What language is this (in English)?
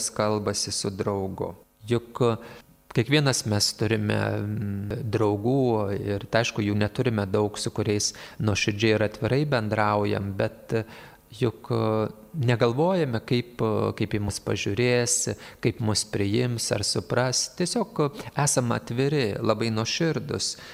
Lithuanian